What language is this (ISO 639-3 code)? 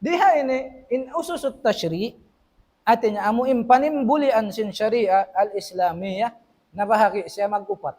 tsg